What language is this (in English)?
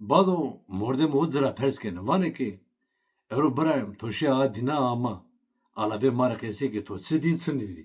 Zaza